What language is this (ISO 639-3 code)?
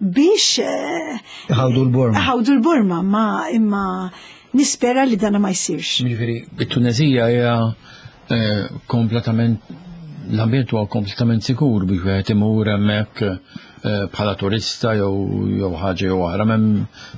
mlt